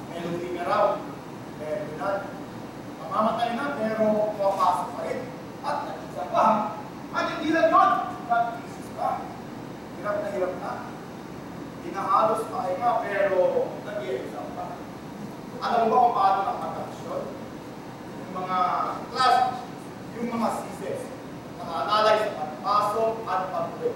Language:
Filipino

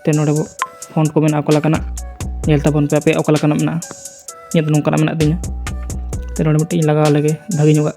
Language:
Santali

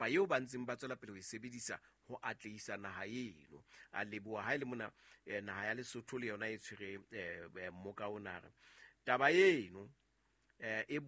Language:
Southern Sotho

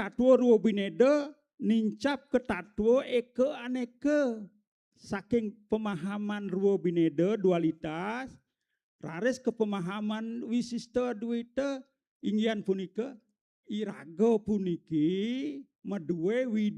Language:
Balinese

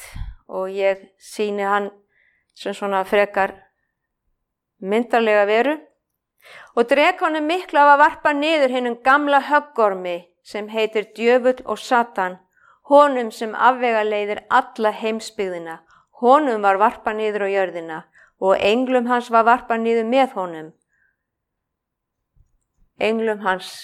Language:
Icelandic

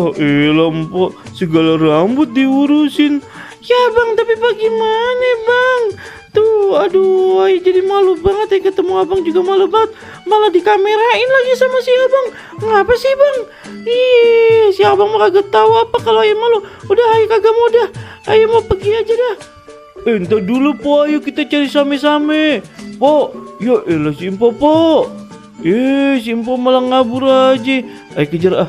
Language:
Betawi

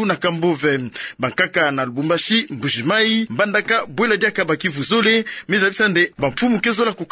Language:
Kituba (Democratic Republic of Congo)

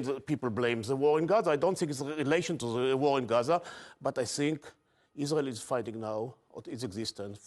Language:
English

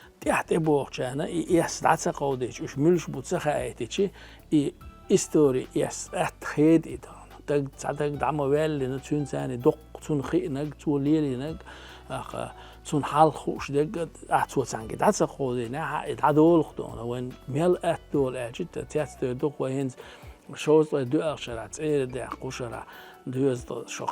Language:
Chechen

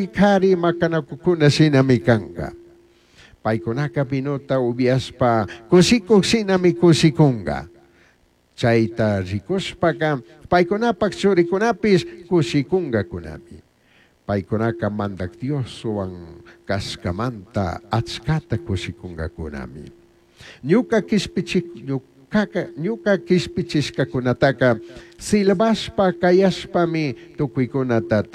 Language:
Chimborazo Highland Quichua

